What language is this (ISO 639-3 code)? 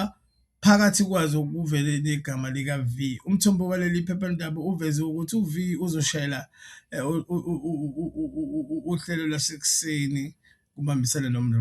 zul